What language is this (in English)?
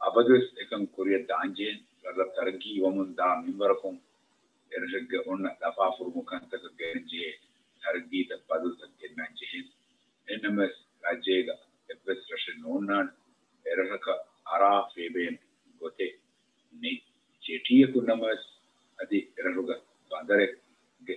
Divehi